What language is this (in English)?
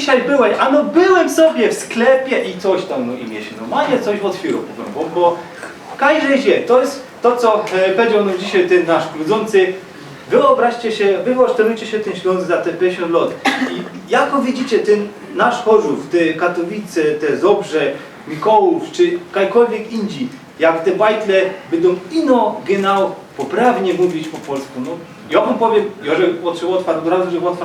Silesian